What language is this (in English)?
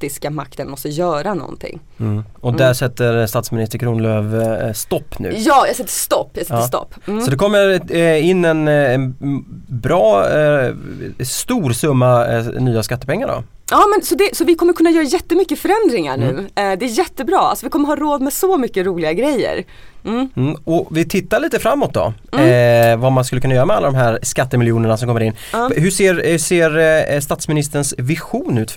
Swedish